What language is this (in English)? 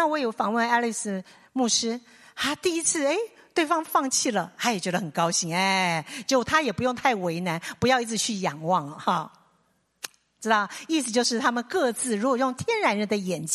Chinese